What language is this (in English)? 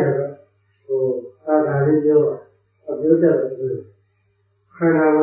Burmese